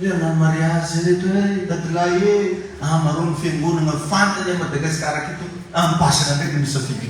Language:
Malagasy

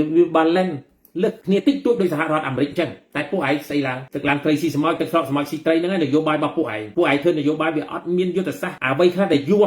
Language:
Khmer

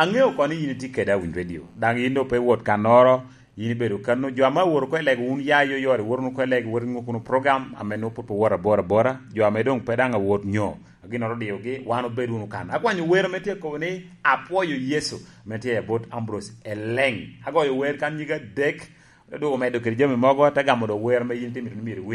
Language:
Lango (Uganda)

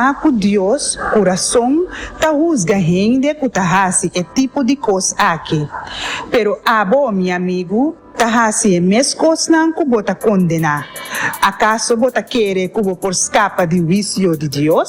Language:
Papiamento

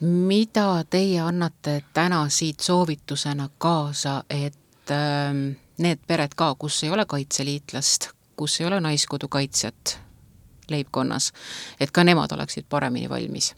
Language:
Estonian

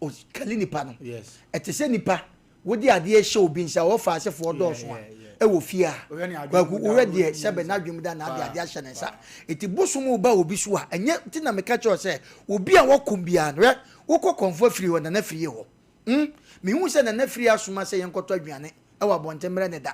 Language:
Akan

